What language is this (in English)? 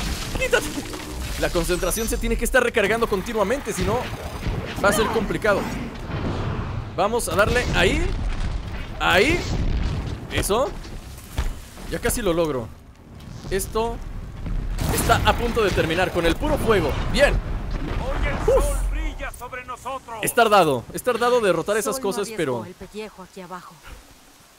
Spanish